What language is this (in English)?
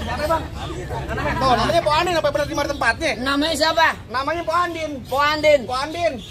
Betawi